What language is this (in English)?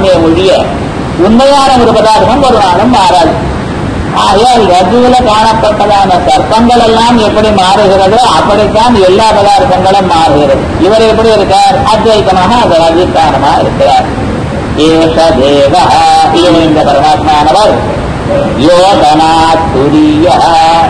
Tamil